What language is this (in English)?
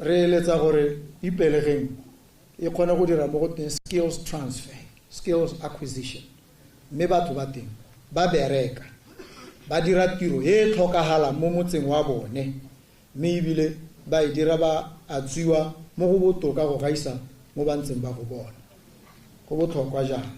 Tswana